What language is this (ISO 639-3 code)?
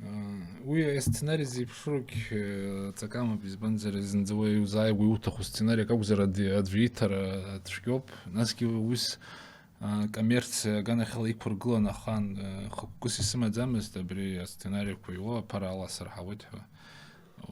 abk